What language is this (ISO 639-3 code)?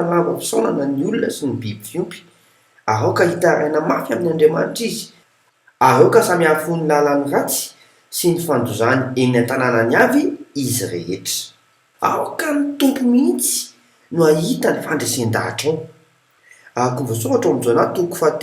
mlg